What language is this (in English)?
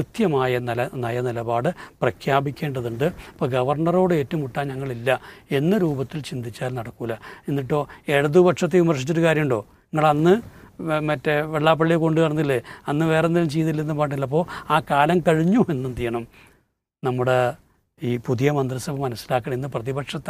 Malayalam